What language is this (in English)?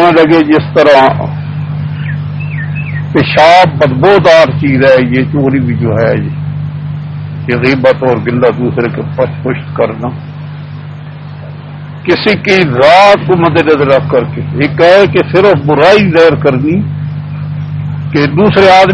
Urdu